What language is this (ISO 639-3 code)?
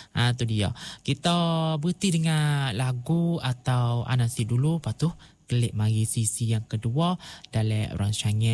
msa